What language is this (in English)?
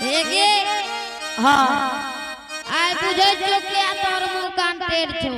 Angika